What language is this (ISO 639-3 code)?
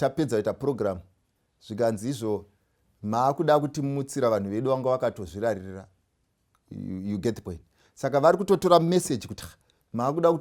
sna